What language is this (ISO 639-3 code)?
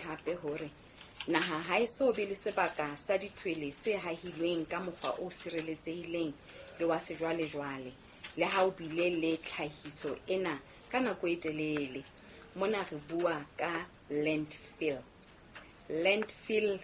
sot